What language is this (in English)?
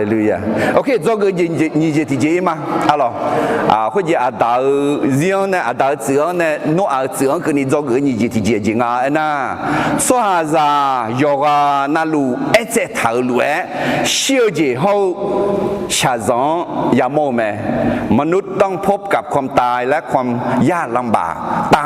Akha